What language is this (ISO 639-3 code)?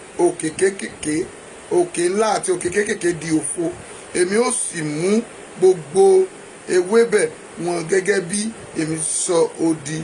yor